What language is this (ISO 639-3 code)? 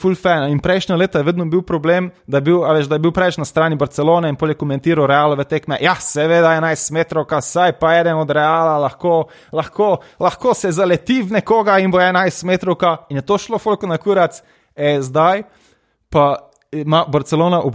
slv